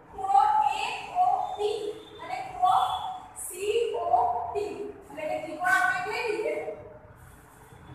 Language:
Gujarati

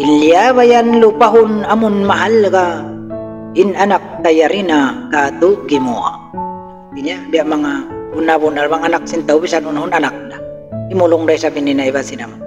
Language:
Tausug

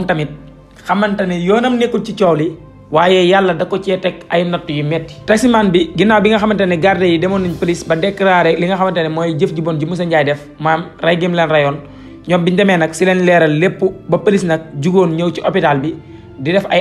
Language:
Wolof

